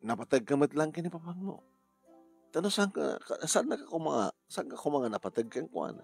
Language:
Iloko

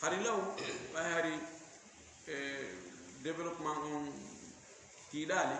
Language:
Fula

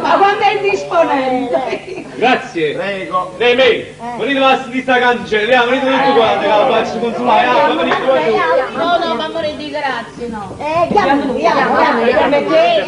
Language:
Neapolitan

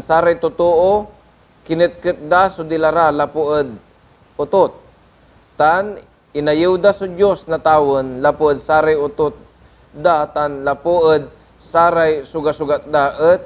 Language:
Pangasinan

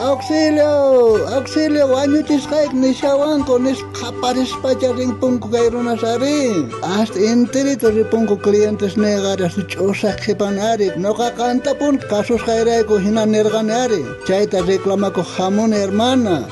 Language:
South Bolivian Quechua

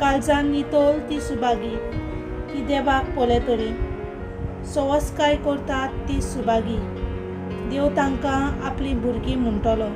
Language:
Konkani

